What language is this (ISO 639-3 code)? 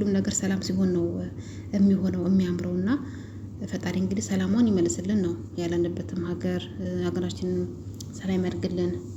amh